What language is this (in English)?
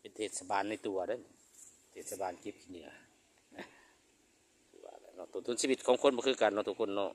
Lao